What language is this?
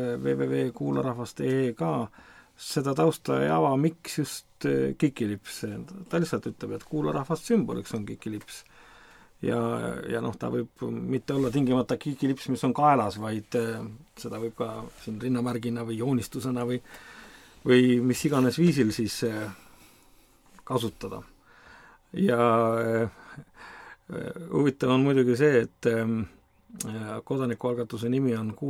Estonian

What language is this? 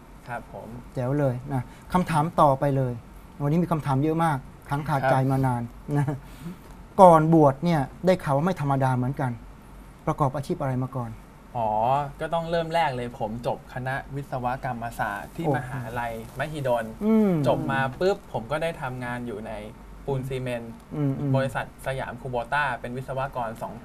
Thai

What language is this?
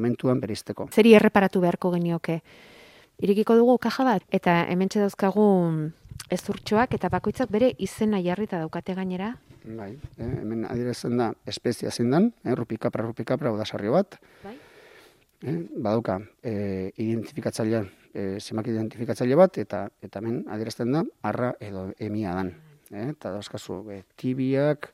Basque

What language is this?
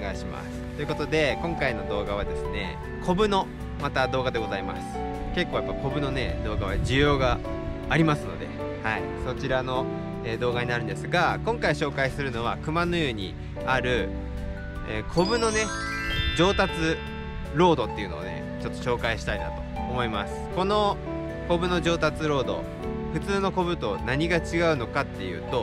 Japanese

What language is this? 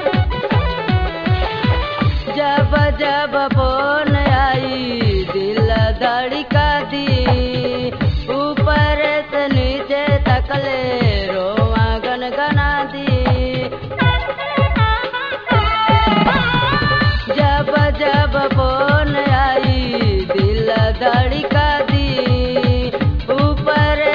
Bhojpuri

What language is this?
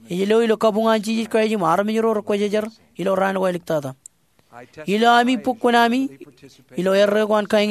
Marshallese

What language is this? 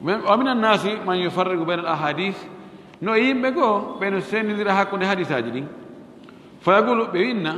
Pular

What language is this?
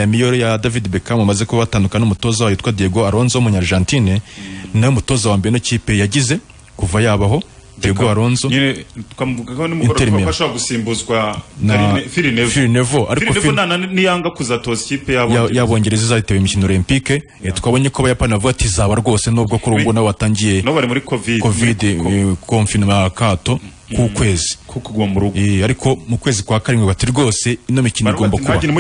Kinyarwanda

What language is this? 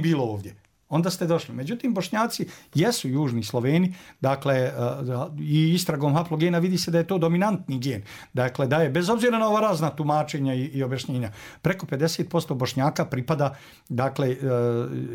Bosnian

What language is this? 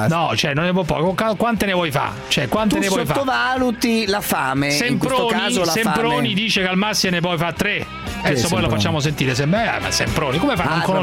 Italian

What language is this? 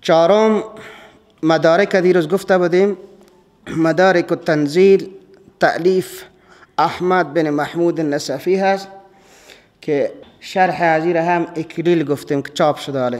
Persian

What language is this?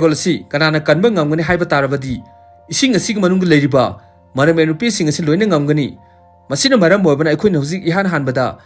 Manipuri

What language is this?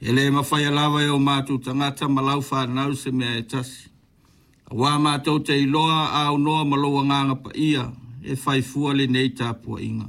Samoan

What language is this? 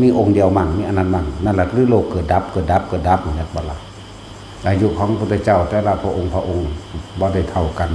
Northeastern Thai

